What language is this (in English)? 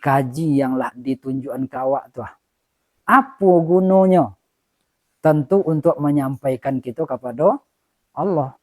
Minangkabau